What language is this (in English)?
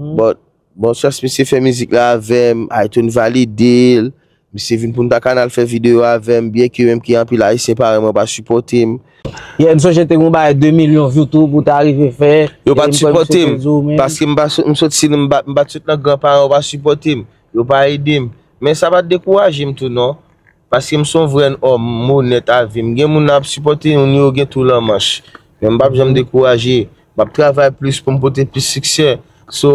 Haitian Creole